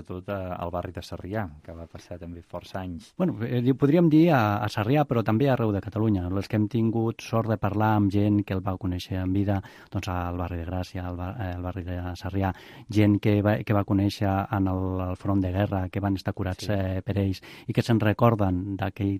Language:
Catalan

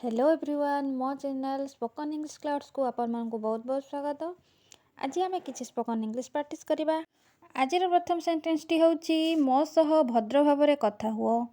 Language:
Odia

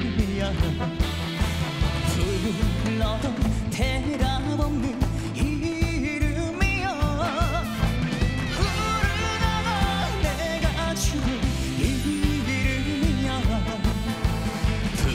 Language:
Korean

